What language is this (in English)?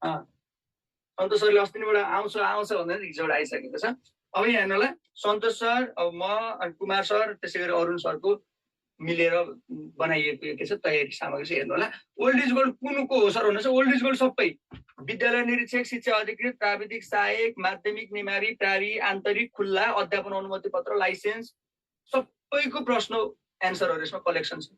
Nepali